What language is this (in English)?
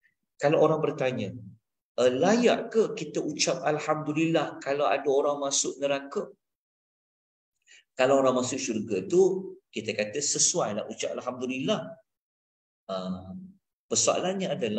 Malay